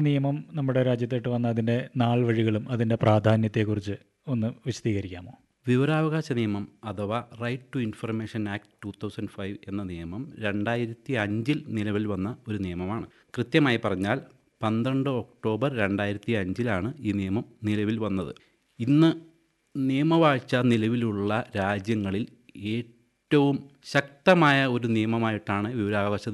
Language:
Malayalam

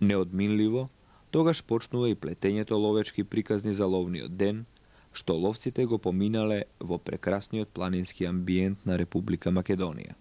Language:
Macedonian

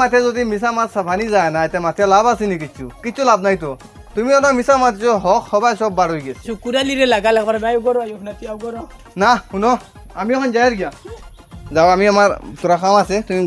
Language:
Sylheti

